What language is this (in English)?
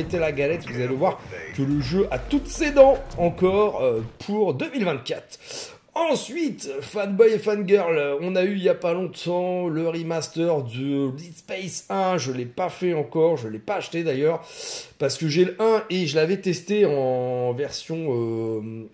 French